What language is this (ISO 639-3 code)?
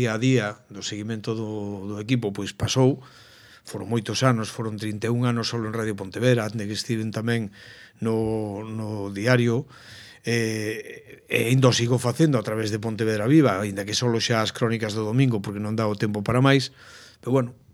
glg